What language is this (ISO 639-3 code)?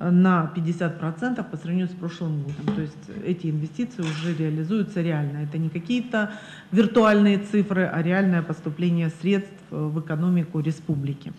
crh